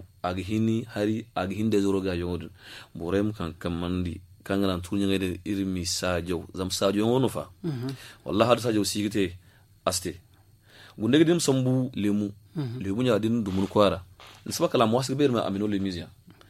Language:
Zarma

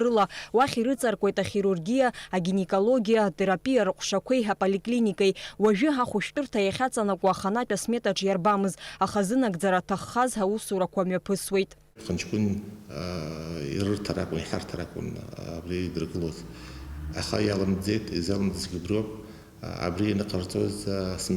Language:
Abkhazian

